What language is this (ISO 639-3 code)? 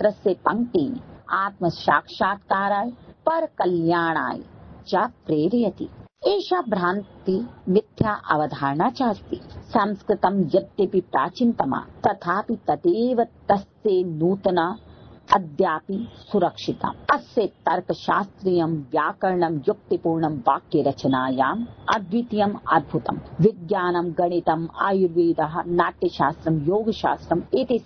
san